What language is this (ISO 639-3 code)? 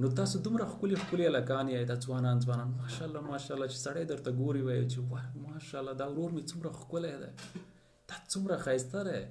pus